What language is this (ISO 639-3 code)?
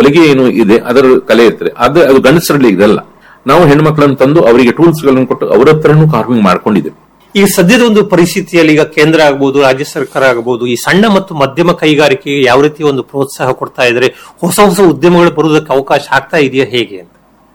kan